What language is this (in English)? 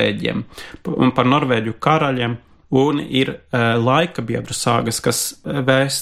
Latvian